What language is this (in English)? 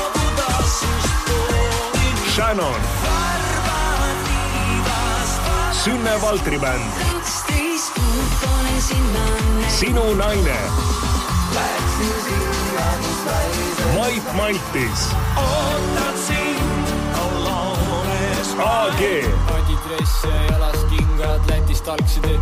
Estonian